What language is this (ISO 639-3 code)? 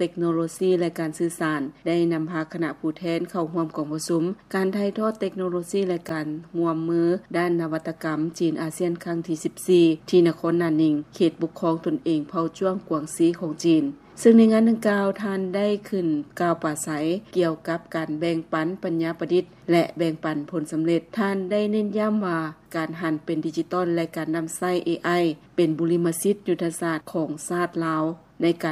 lao